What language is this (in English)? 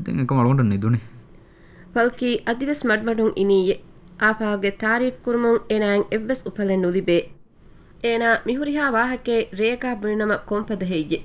Divehi